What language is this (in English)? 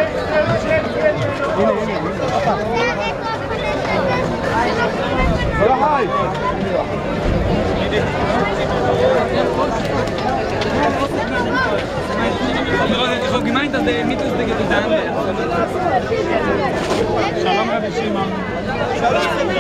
Hebrew